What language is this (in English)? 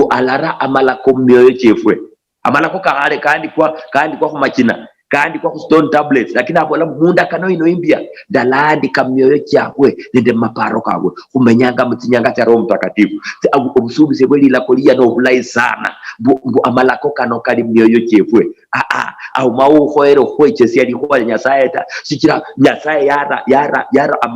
Luyia